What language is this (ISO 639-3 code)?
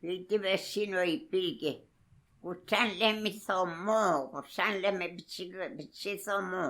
arn